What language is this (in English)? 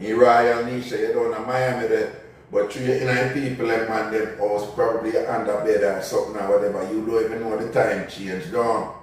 Jamaican Creole English